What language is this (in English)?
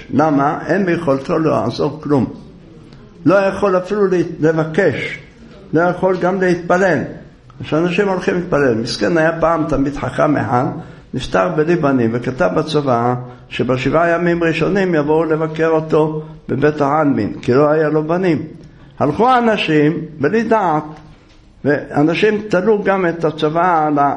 Hebrew